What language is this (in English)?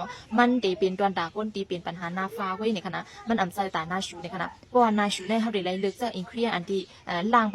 Shan